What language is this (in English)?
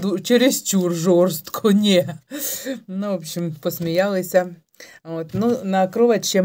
Ukrainian